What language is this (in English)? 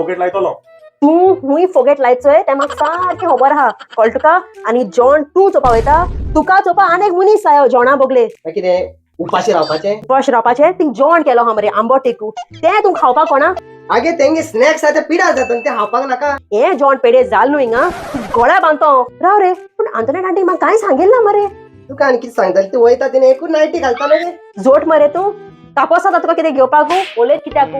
Konkani